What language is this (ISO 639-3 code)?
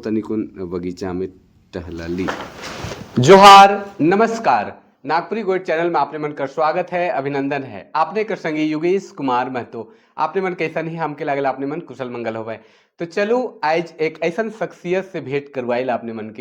sck